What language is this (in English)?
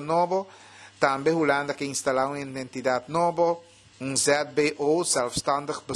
Papiamento